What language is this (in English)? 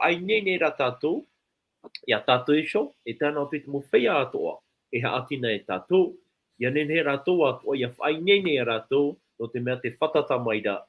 Tahitian